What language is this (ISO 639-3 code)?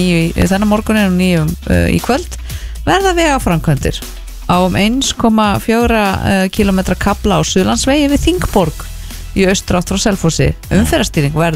isl